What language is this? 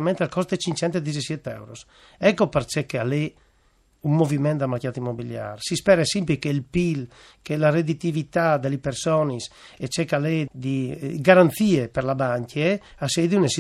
Friulian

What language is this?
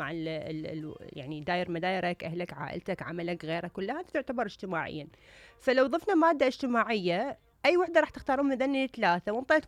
Mesopotamian Arabic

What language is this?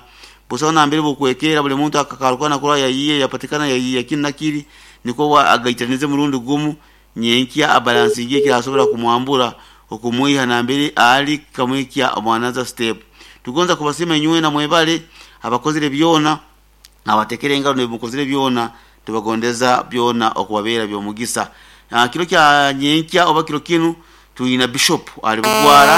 Nyoro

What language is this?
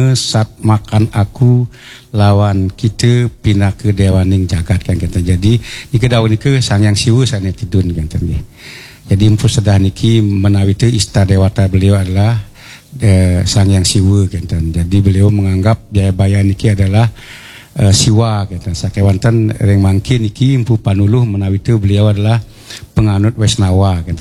Balinese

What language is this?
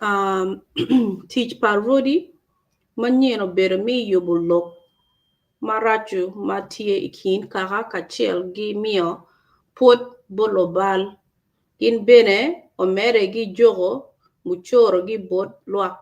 Acoli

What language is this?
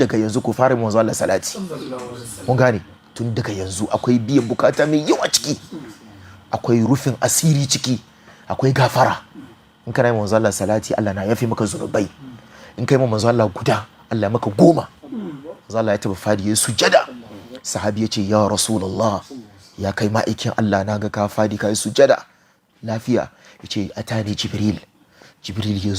Hausa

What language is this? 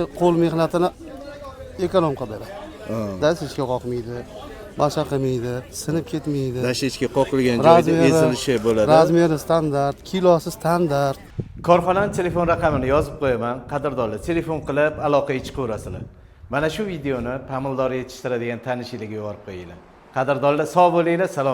Uzbek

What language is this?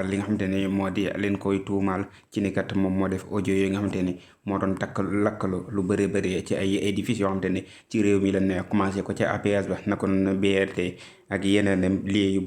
Wolof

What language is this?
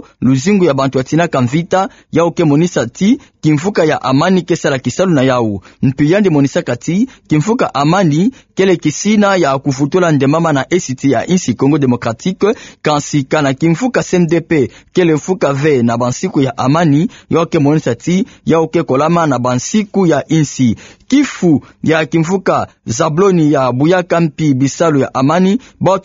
Kituba (Democratic Republic of Congo)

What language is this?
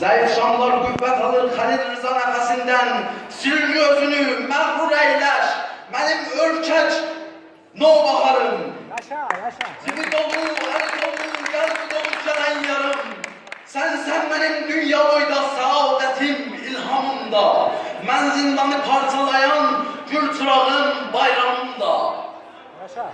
South Azerbaijani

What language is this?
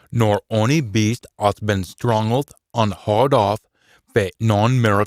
Scots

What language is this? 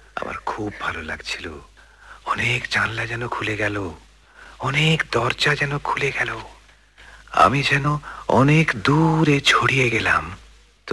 Bangla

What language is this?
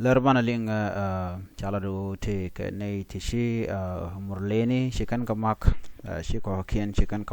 Nuer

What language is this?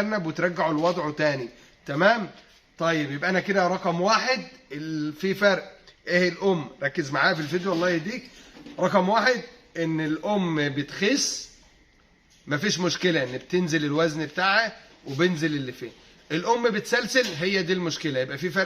Egyptian Arabic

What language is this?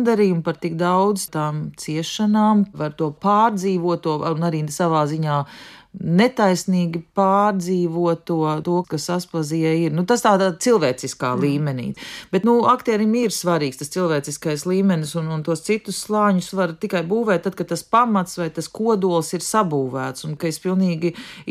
Latvian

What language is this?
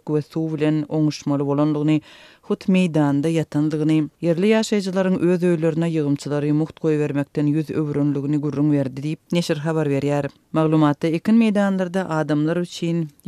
Turkmen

